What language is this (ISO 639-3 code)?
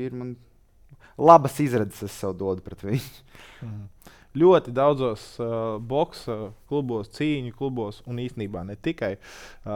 lav